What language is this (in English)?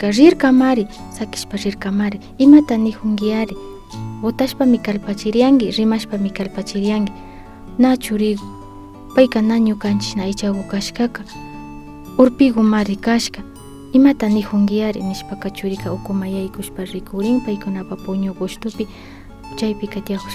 Imbabura Highland Quichua